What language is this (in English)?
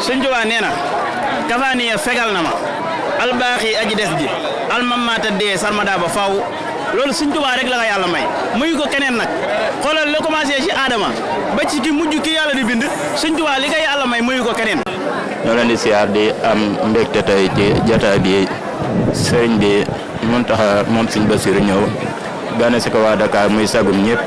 Wolof